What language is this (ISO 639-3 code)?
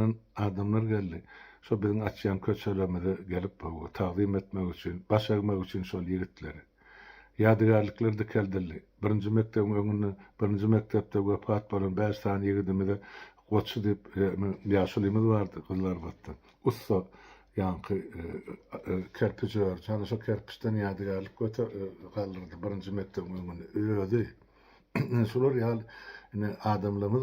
tuk